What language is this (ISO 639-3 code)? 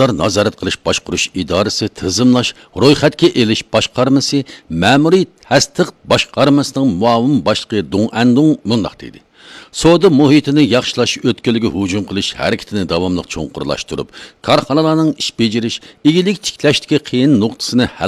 uig